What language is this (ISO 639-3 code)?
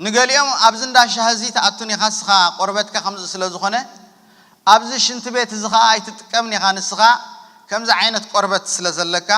tir